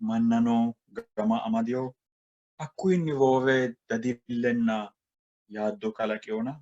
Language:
Sidamo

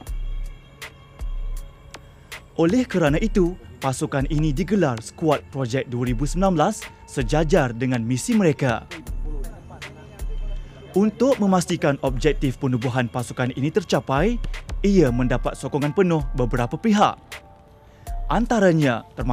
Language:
Malay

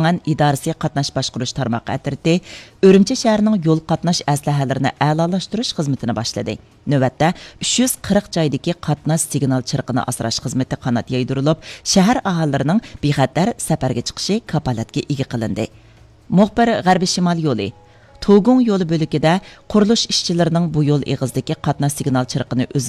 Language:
Uyghur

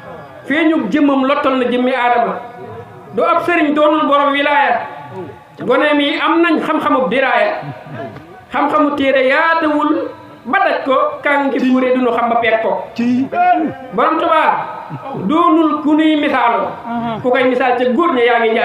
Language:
Wolof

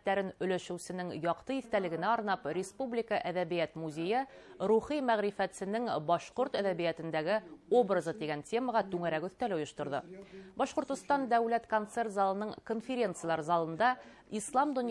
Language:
Bashkir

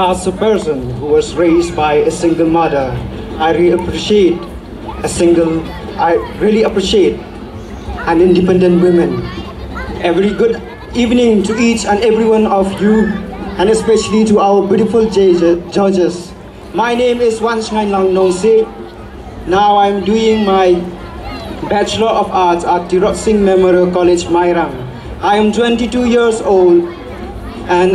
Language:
Khasi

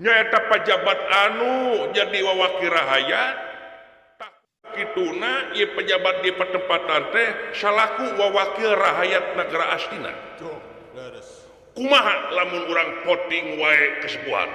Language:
Sundanese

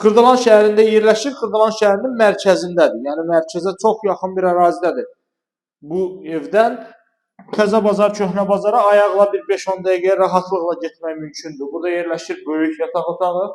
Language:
Azerbaijani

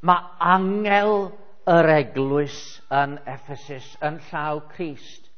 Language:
Welsh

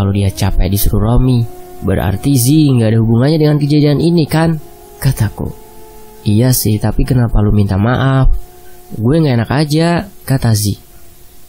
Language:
Indonesian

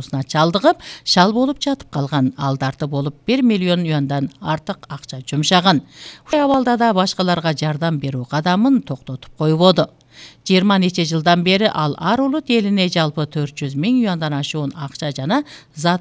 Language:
Kyrgyz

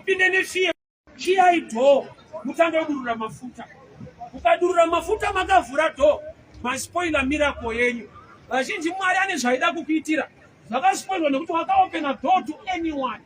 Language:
Shona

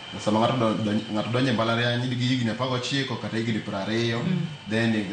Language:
Luo (Kenya and Tanzania)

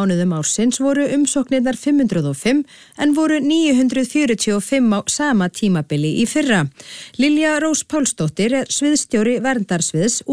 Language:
Icelandic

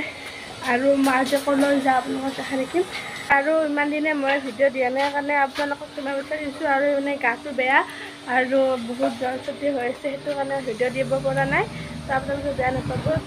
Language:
Assamese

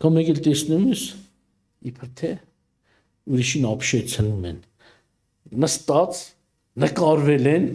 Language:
Armenian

